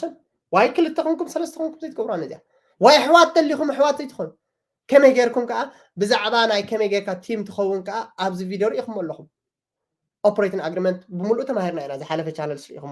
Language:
Tigrinya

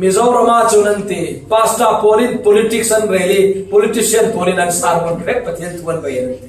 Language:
Falam Chin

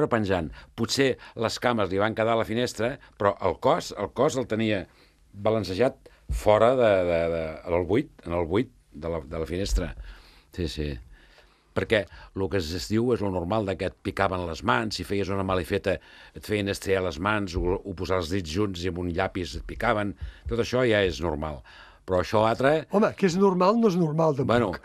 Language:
Catalan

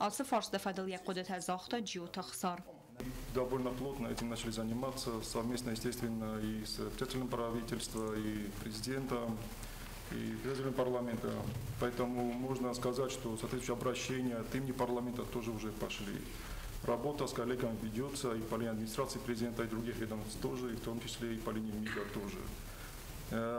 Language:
Ossetic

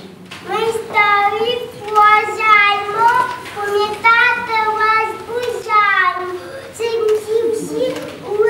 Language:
Ukrainian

